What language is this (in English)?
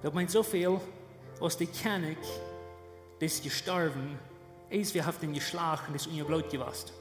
Plautdietsch